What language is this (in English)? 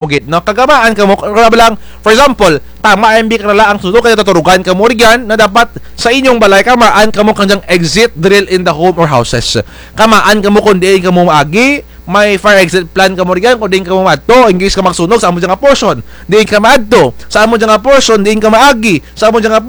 Kinaray-a